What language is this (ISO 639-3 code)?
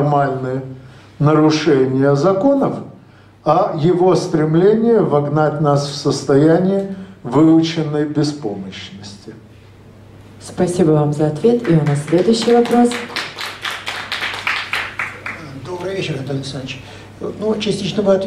rus